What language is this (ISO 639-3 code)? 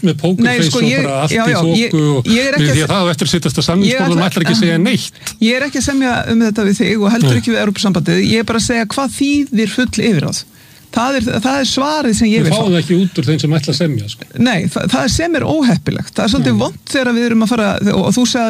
isl